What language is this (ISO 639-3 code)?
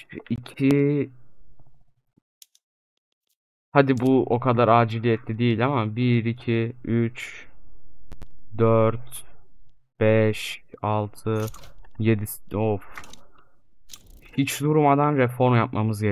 tur